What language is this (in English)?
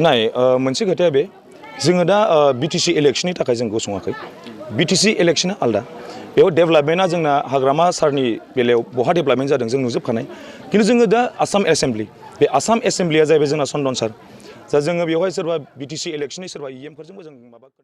Bodo